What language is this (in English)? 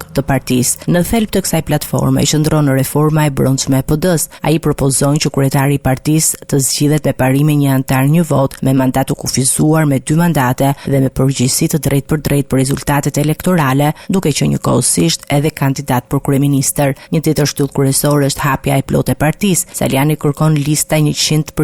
Albanian